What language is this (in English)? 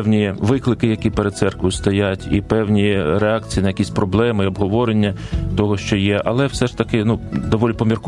Ukrainian